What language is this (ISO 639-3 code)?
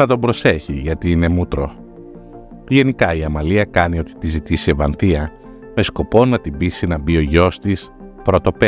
ell